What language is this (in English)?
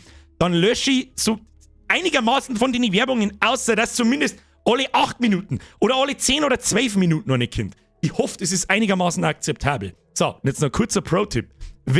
Bavarian